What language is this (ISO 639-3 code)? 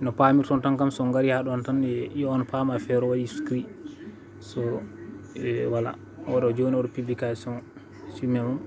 ful